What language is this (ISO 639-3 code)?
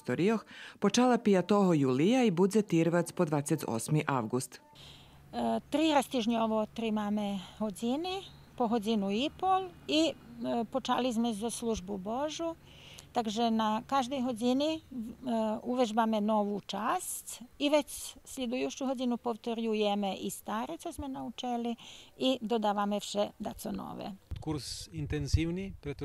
rue